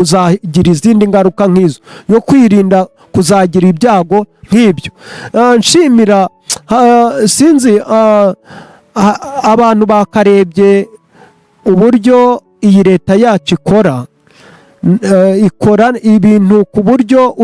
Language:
Kinyarwanda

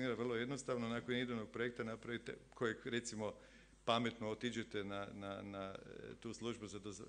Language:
Croatian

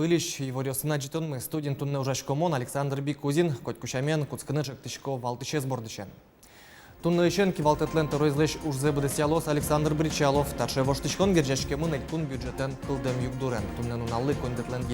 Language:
Udmurt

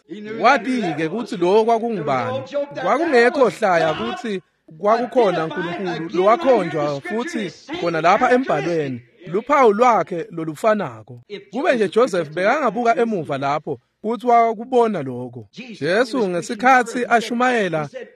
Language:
Swati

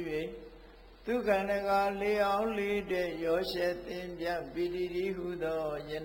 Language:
Burmese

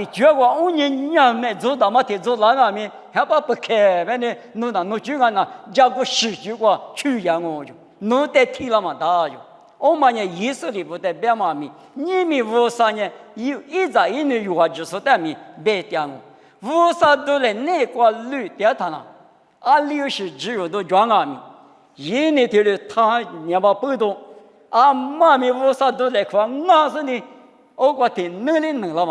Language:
Lisu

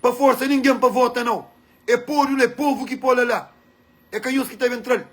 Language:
Kabuverdianu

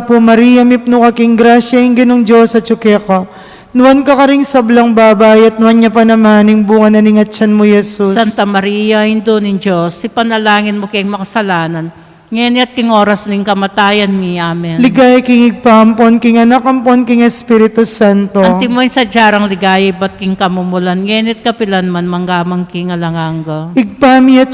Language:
Pampanga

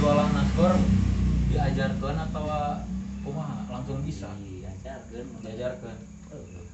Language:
Sundanese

